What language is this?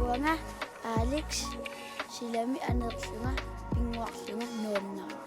Kalaallisut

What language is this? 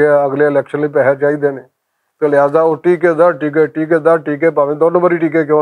Western Panjabi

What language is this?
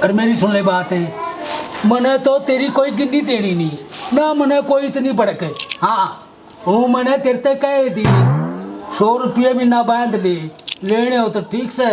Haryanvi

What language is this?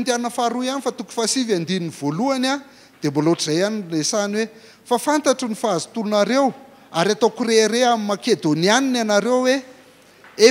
Malagasy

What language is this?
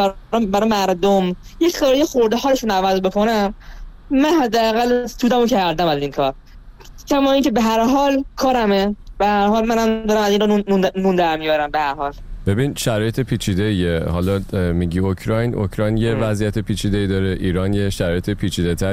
Persian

